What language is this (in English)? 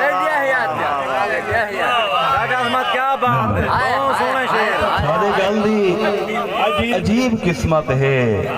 Saraiki